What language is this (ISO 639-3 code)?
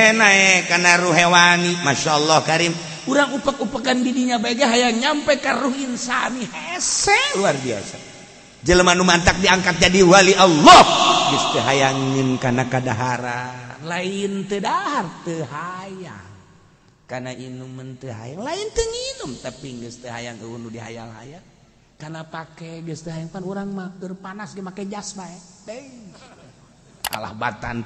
sun